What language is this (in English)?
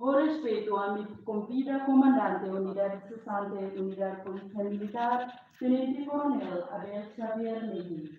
Tetum